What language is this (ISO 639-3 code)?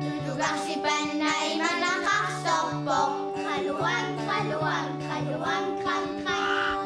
kal